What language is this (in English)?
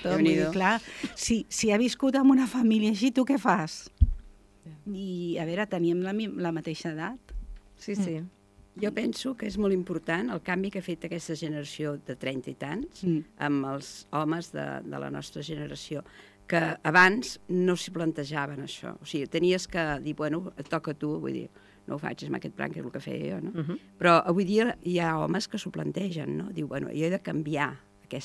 Catalan